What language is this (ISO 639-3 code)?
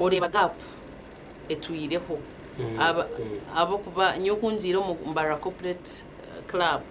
nyn